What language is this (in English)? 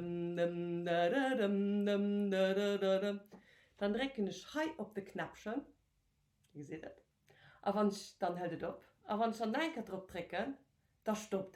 Luxembourgish